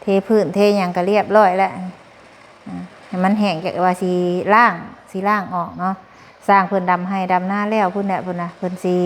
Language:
Lao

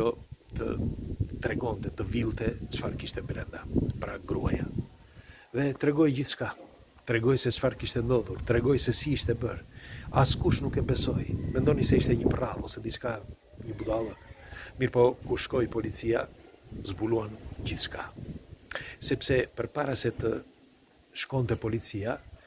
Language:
Albanian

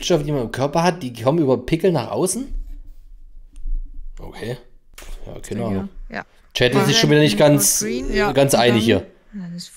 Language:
German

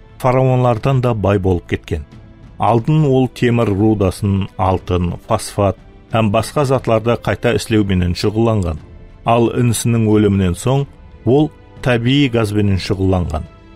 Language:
Kara-Kalpak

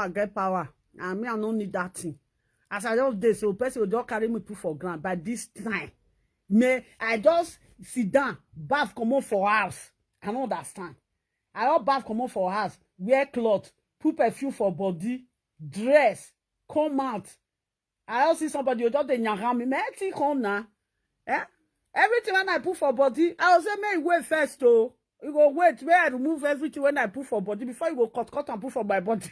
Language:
Nigerian Pidgin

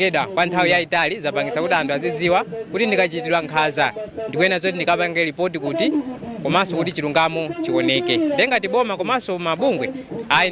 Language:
Nyanja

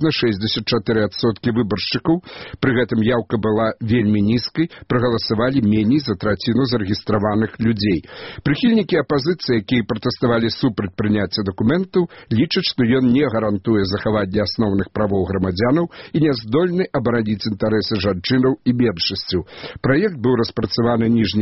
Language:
Belarusian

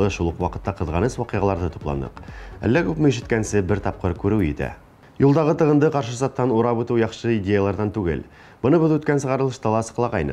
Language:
Bashkir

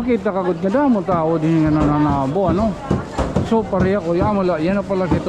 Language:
Waray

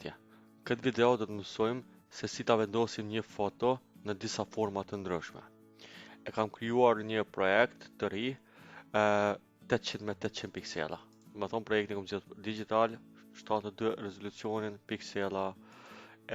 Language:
Albanian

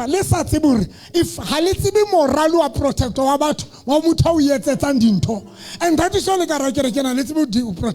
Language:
Southern Sotho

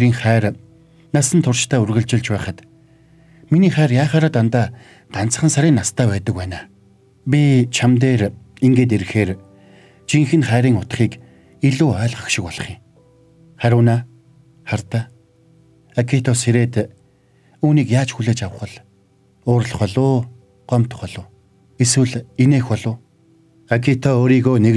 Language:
Mongolian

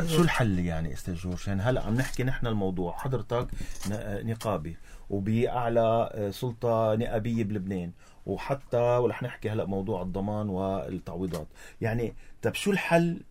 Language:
North Levantine Arabic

